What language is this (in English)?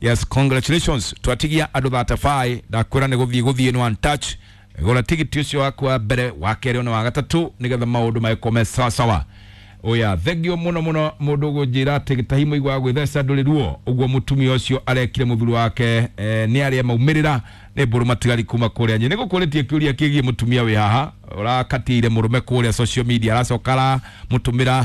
Kikuyu